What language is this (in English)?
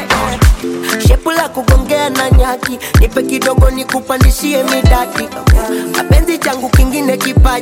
Swahili